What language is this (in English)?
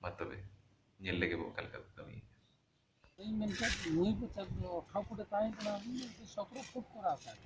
Santali